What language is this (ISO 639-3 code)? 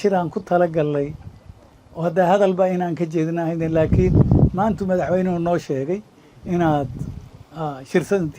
som